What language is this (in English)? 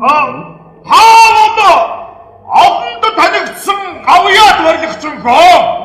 Mongolian